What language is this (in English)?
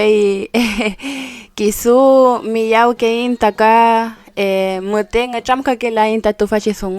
Mapuche